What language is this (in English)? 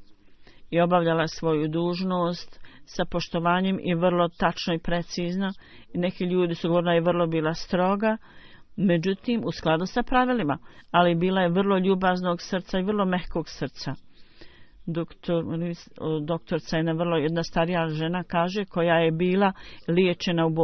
Bosnian